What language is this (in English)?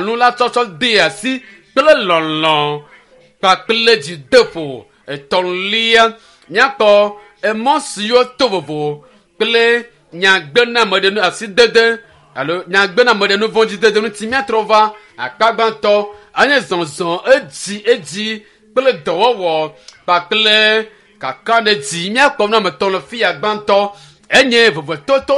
Ewe